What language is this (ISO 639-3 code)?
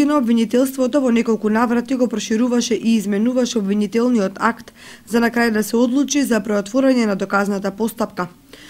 mkd